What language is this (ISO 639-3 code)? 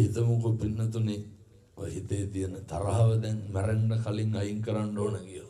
sin